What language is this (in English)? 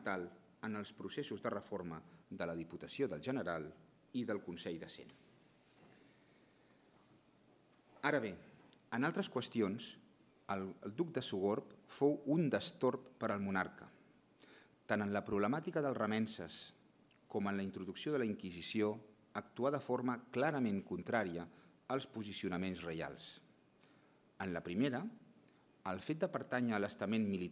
Catalan